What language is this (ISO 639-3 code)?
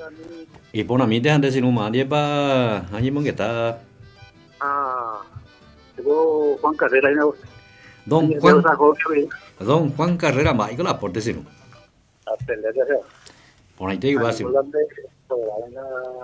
grn